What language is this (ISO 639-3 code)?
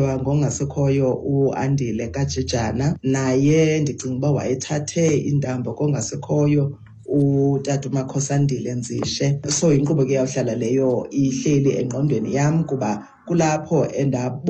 xho